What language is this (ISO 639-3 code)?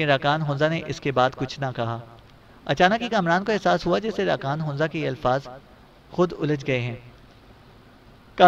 urd